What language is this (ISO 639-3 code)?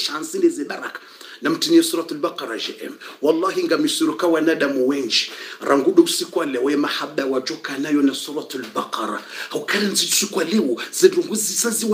swa